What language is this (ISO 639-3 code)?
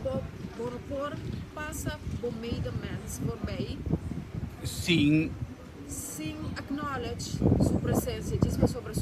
pap